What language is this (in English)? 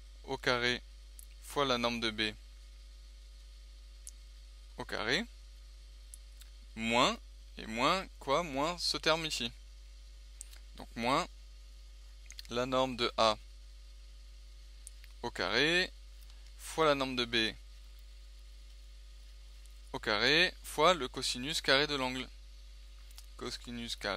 French